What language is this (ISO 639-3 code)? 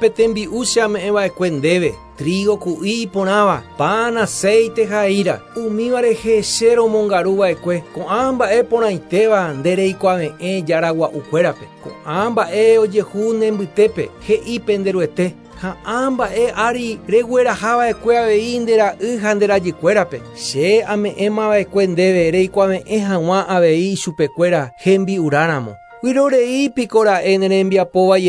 grn